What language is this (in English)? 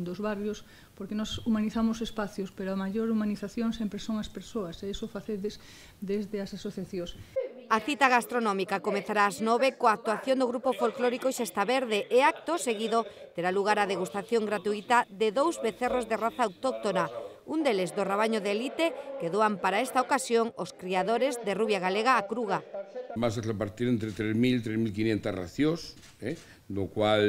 Galician